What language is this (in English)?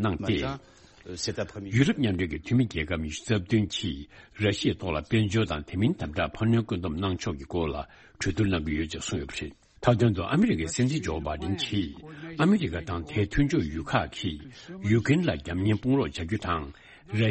Tibetan